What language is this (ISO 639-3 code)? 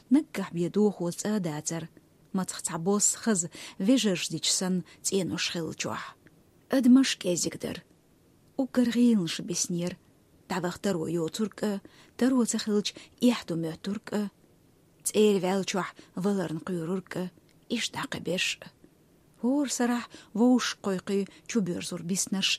che